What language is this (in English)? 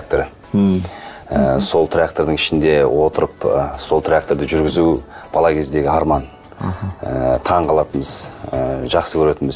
Kazakh